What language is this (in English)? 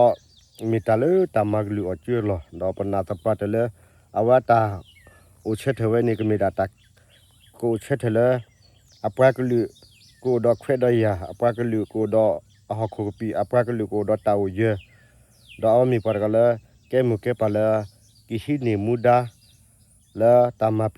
S'gaw Karen